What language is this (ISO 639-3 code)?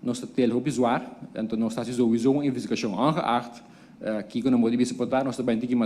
pap